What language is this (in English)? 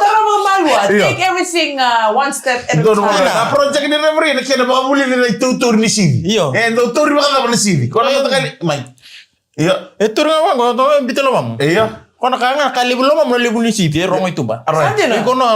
Fijian